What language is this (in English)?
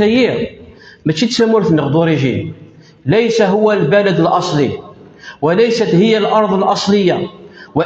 Kabyle